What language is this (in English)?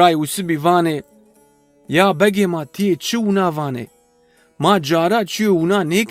Zaza